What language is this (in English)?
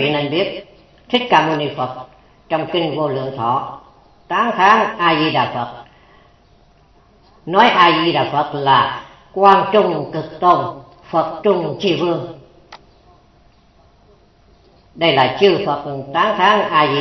Vietnamese